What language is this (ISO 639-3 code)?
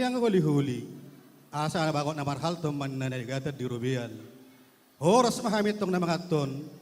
bbc